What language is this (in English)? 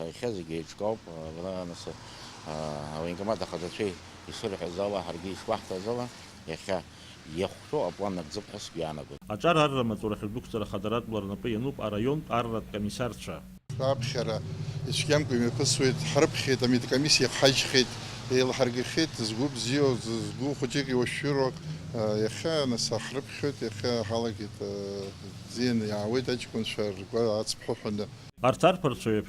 Abkhazian